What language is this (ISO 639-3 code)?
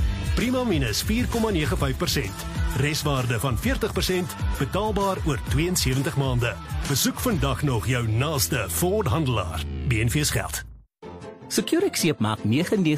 afr